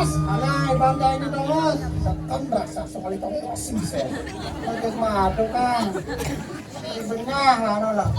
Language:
Balinese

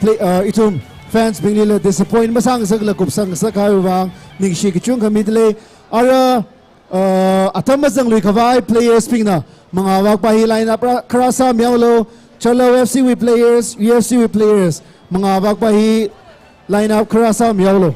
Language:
Tangkhul Naga (India)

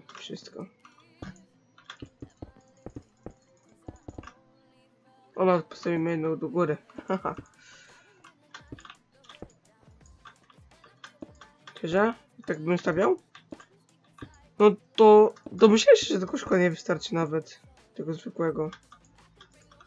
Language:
Polish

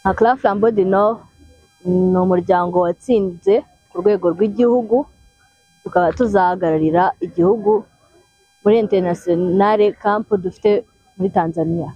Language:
Kinyarwanda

